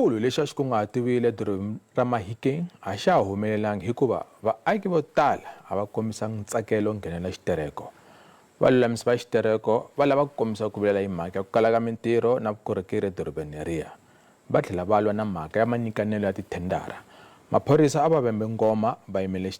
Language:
Tsonga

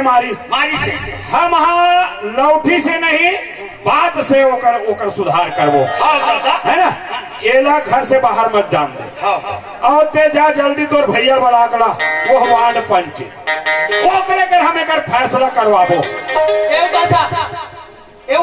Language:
Chhattisgarhi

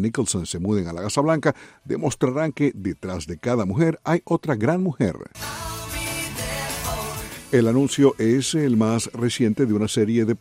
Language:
Spanish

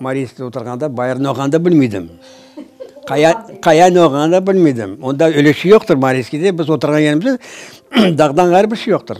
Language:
Crimean Tatar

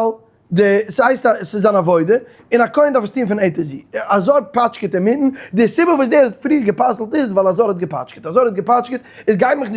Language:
Yiddish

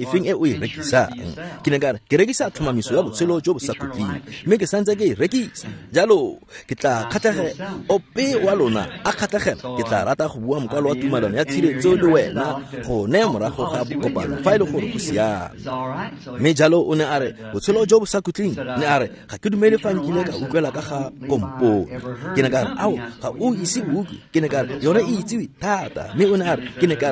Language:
Tswana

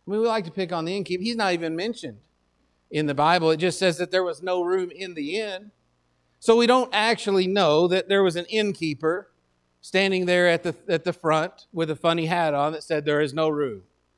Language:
English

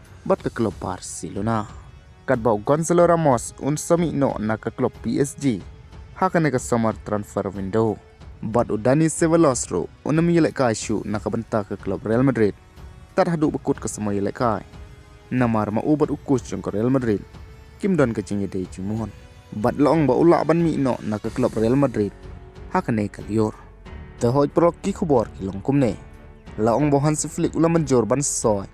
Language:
Khasi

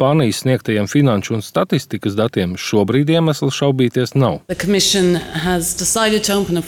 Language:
Latvian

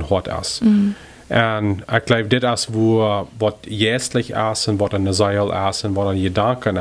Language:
Plautdietsch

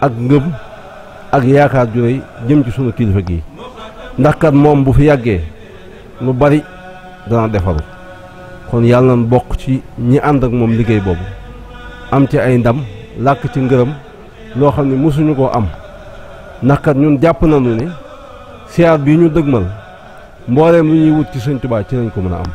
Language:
Wolof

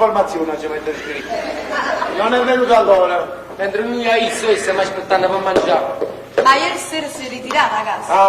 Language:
Neapolitan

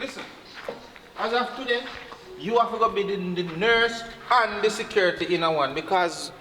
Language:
Jamaican Creole English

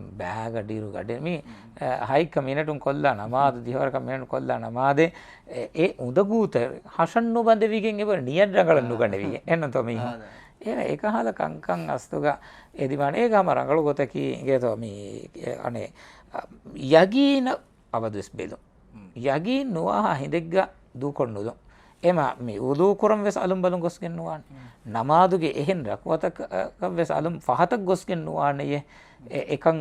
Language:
Divehi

